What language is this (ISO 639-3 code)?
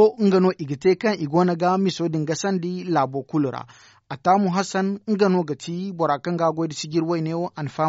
dje